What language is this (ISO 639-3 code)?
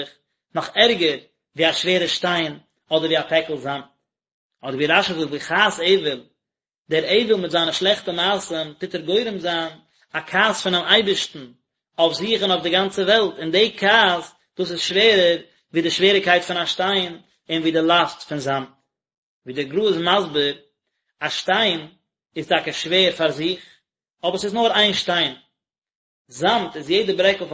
yid